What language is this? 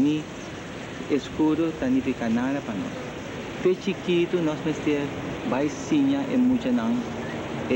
Papiamento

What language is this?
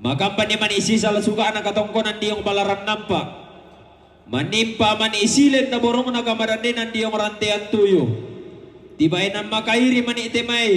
Toraja-Sa'dan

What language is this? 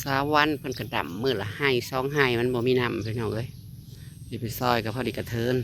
Northeastern Thai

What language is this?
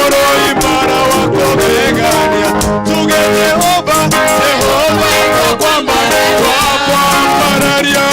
Meru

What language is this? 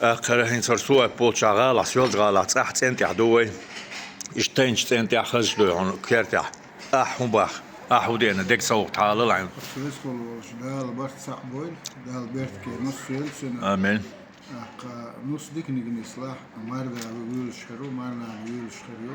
Chechen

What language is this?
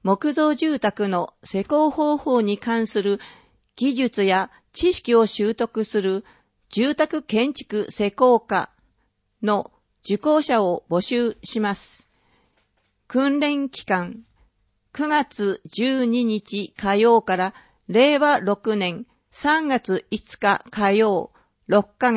Japanese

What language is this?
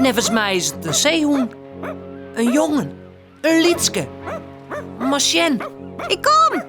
Western Frisian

